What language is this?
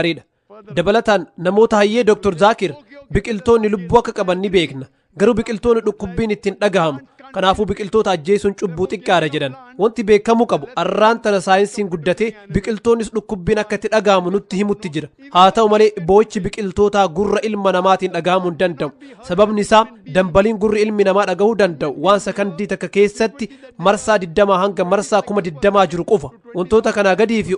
Oromo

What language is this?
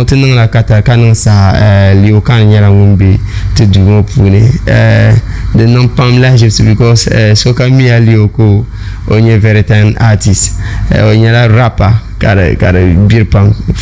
Dagbani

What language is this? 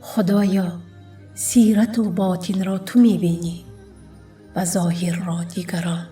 Tajik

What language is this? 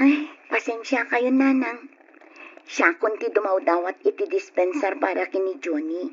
Iloko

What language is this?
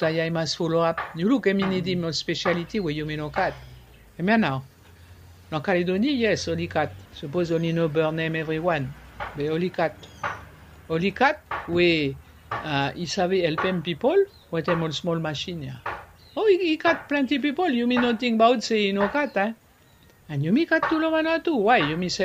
Bislama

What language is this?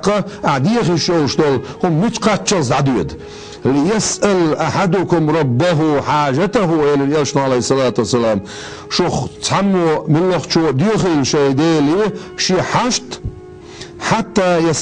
Chechen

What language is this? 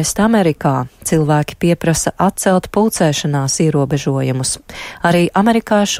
Latvian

